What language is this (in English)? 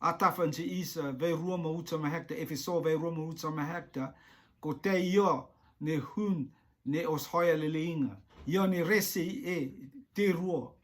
Rotuman